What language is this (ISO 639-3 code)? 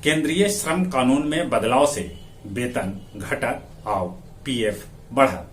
mag